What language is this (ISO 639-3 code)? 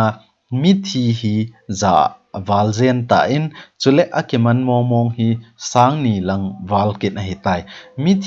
tcz